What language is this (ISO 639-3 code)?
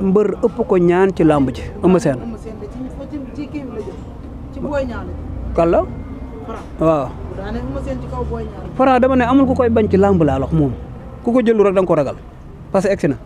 wol